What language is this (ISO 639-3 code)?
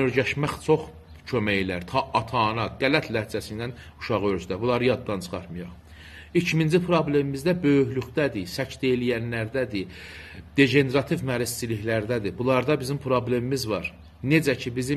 azb